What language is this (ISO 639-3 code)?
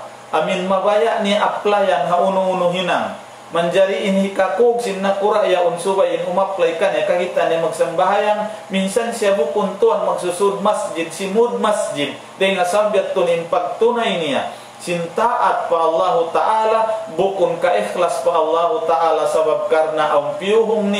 tsg